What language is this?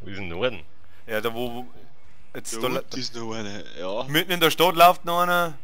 Bavarian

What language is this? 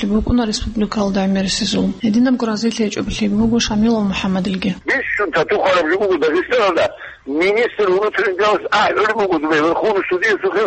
Avaric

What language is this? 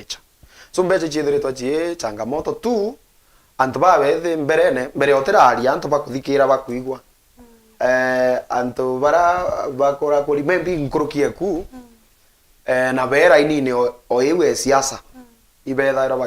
Meru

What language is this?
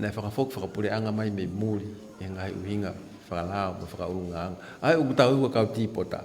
Tongan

